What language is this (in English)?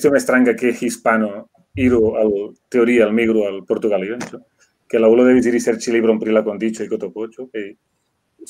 Esperanto